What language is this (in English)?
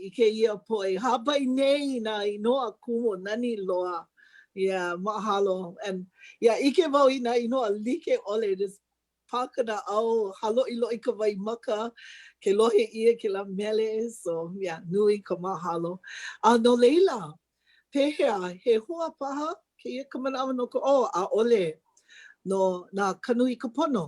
Hawaiian